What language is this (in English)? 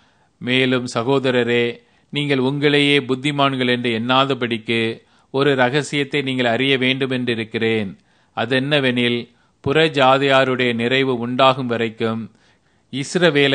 Tamil